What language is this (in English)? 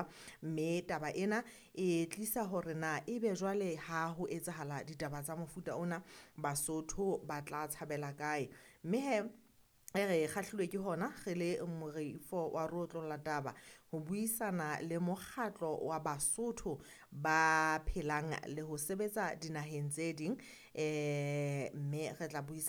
Southern Sotho